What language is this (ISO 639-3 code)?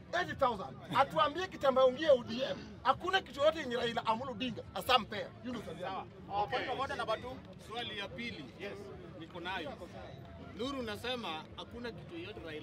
swa